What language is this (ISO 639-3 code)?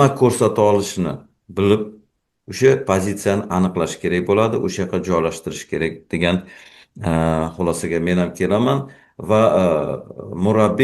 uzb